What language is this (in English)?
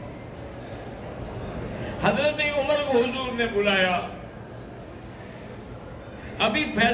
Urdu